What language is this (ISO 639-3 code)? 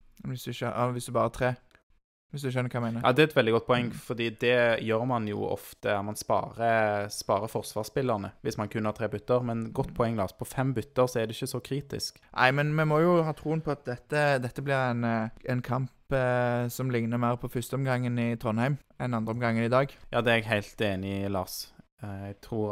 nor